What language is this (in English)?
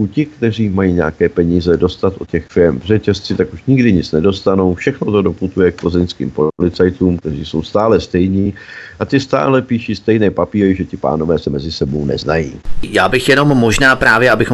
Czech